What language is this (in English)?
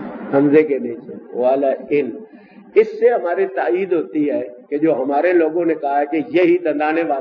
Urdu